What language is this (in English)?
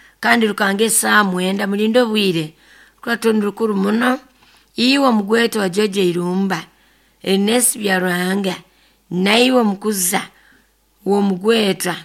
Nyoro